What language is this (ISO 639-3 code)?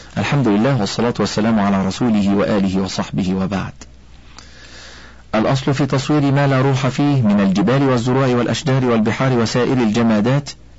ara